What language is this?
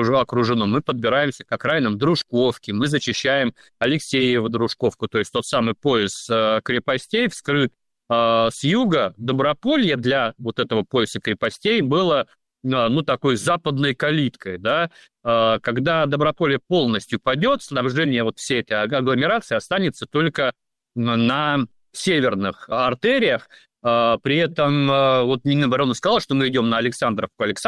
Russian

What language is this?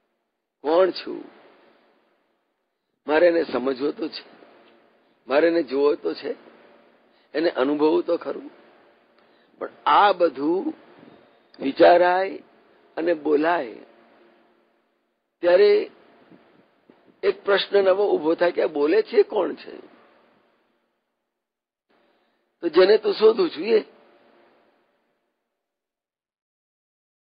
Gujarati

